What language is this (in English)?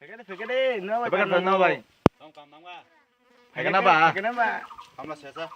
Kok Borok